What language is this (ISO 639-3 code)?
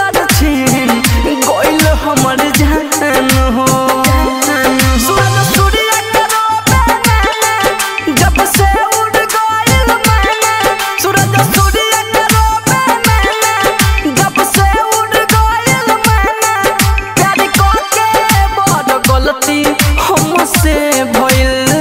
bho